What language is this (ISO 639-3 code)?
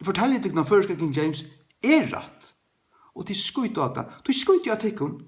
fao